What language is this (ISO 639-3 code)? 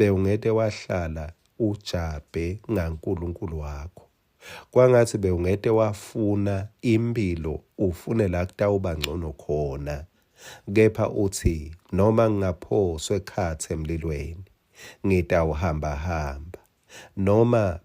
ssw